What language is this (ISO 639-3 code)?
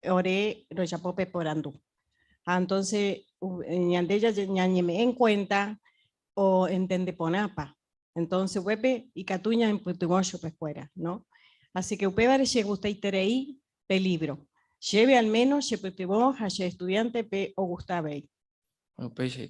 grn